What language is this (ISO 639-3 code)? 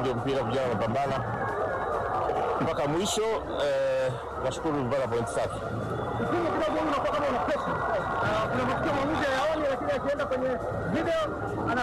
swa